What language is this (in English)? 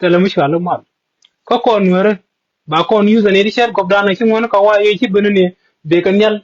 Nuer